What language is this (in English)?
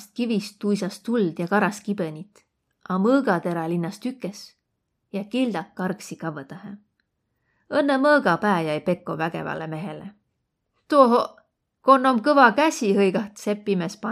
Võro